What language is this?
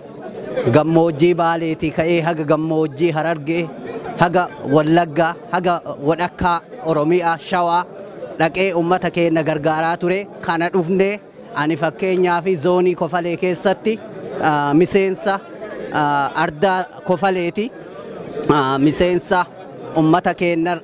Oromo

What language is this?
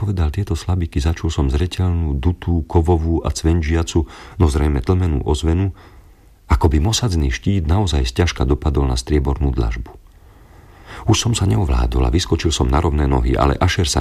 Slovak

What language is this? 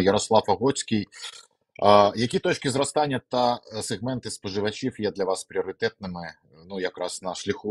Ukrainian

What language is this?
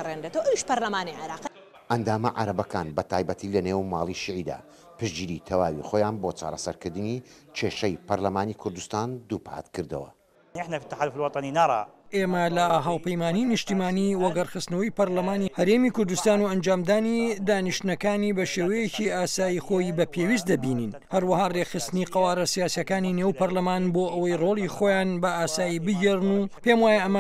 Central Kurdish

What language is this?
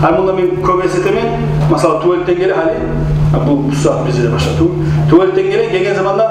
Kumyk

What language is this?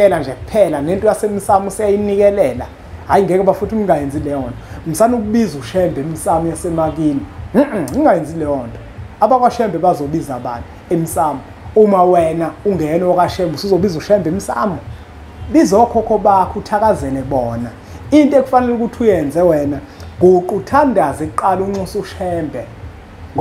Zulu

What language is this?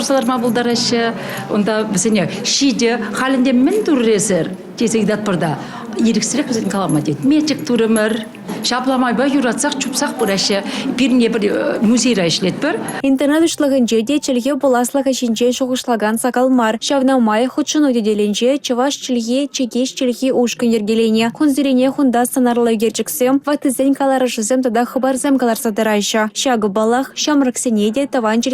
Chuvash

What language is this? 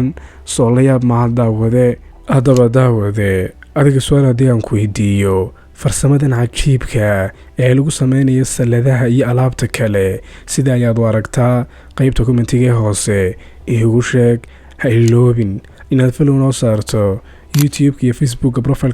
Somali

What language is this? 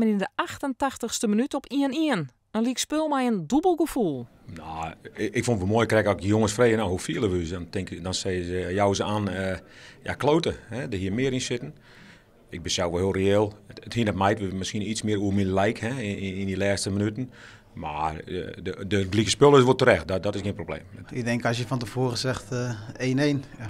Western Frisian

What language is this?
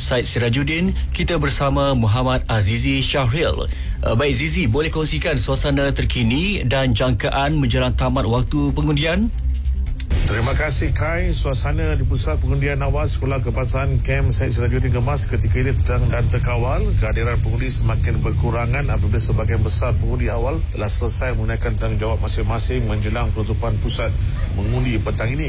Malay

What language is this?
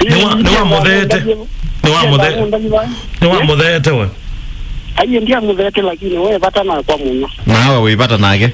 Kamba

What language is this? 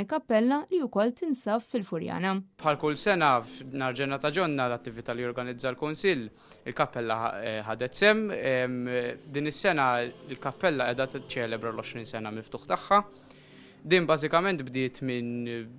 Maltese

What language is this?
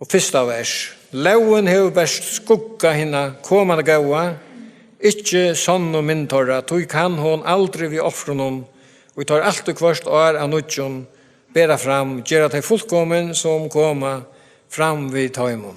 Faroese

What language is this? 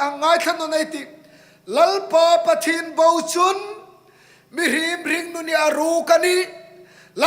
Hmar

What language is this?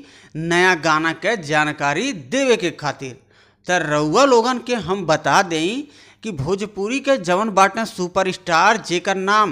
Bhojpuri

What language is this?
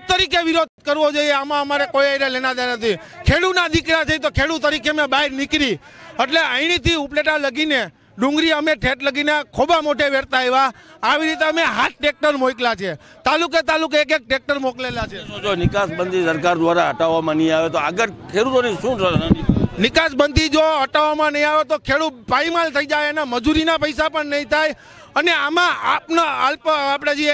Gujarati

